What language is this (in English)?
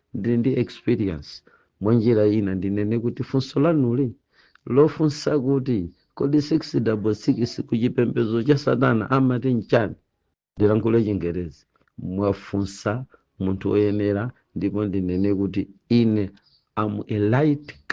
Nyanja